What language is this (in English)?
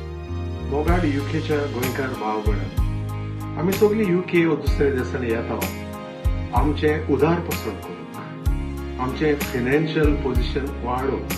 Konkani